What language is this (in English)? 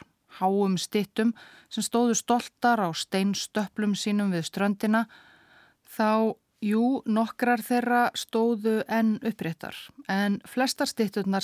Icelandic